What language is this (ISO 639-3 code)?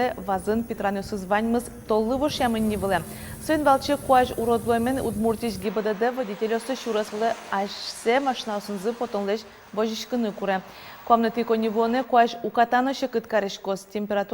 udm